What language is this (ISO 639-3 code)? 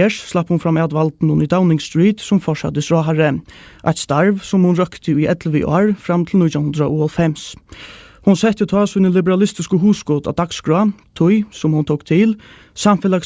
fao